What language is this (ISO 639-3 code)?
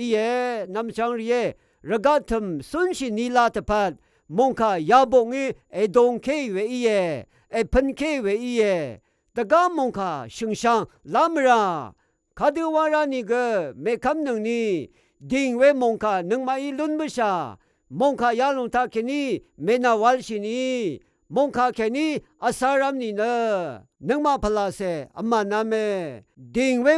raw